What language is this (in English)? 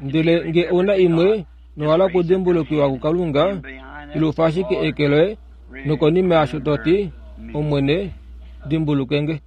Kuanyama